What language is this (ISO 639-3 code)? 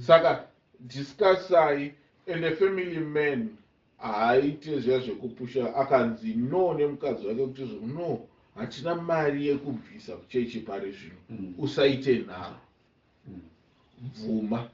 sna